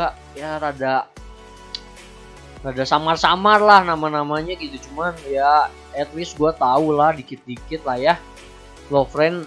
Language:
Indonesian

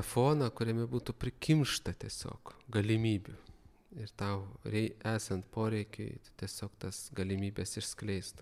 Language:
Lithuanian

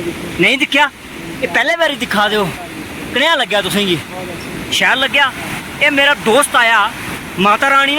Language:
Dogri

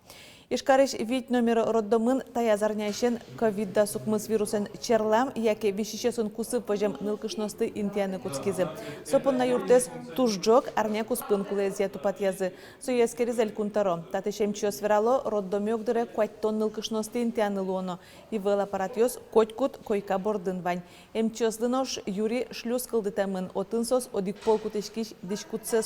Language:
Udmurt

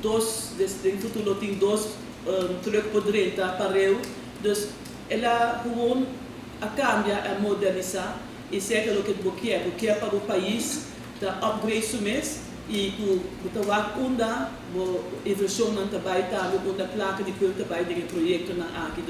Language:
Papiamento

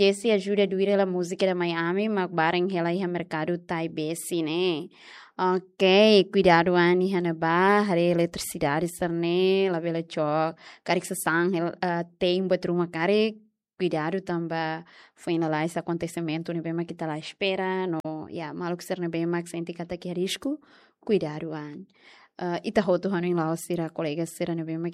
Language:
Tetum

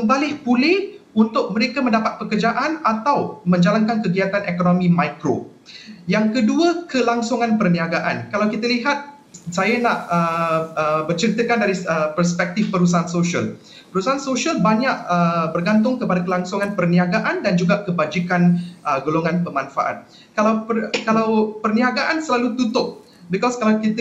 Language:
Malay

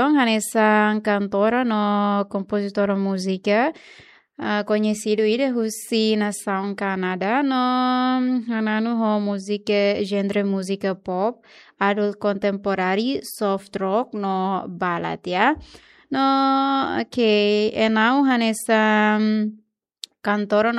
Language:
Tetum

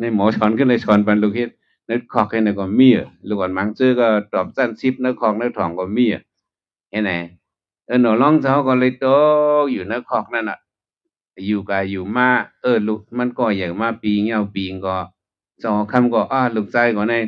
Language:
Shan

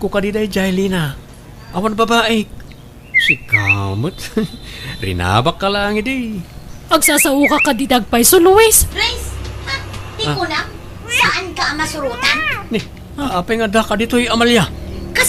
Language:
Iloko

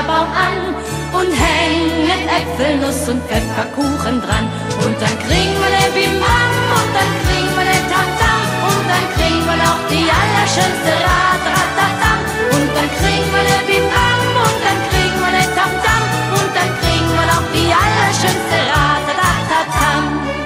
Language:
German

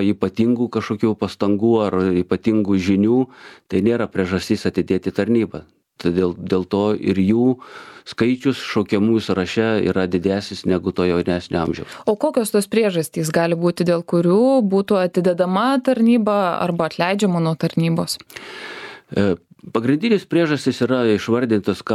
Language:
Lithuanian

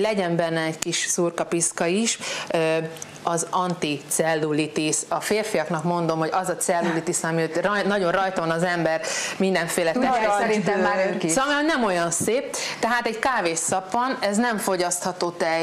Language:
Hungarian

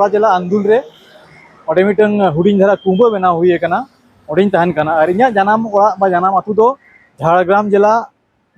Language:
Santali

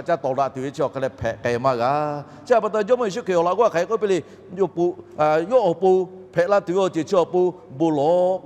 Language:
Lahu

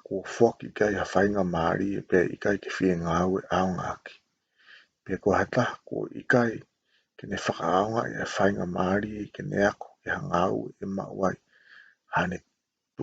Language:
Tongan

